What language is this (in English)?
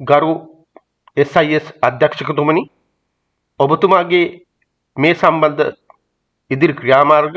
Sinhala